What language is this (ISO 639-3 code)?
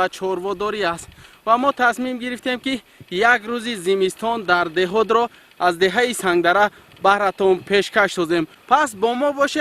tgk